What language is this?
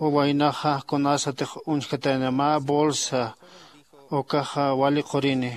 Aymara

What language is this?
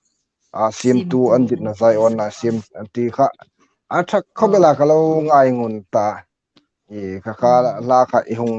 Hmar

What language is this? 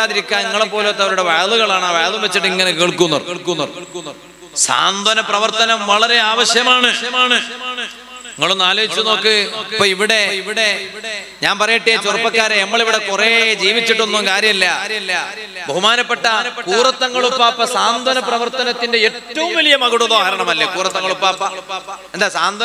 Malayalam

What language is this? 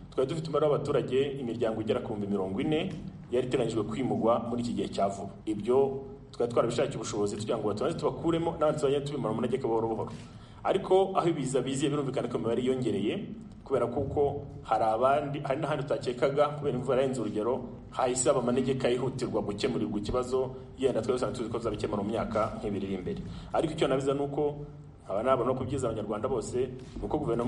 Kinyarwanda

